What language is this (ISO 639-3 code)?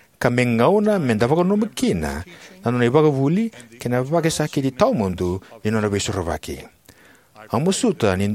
fij